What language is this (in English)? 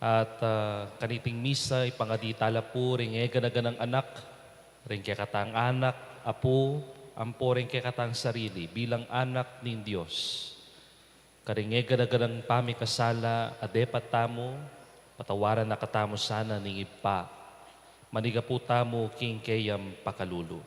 Pampanga